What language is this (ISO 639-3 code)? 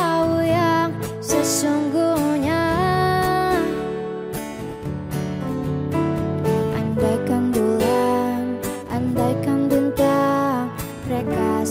ind